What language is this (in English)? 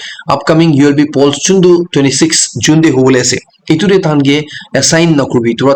Naga Pidgin